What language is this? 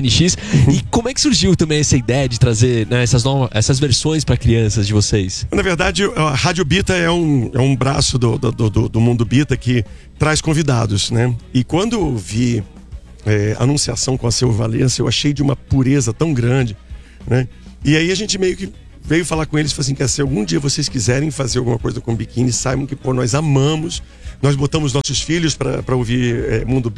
Portuguese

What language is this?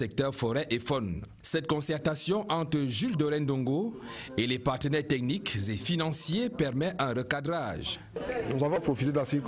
French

